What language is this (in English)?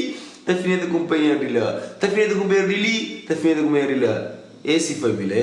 Kabuverdianu